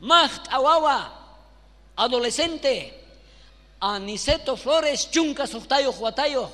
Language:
South Bolivian Quechua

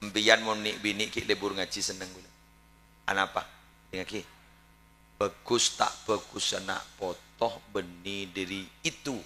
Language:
Madurese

